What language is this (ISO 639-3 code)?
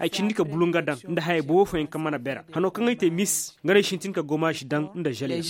ses